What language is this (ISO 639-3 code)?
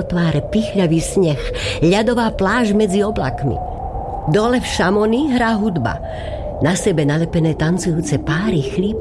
slk